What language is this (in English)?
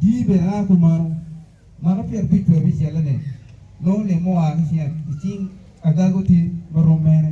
Acoli